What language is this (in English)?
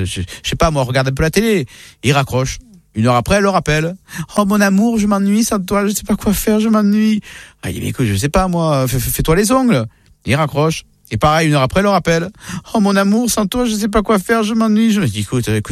French